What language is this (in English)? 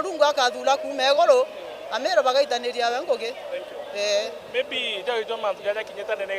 Meru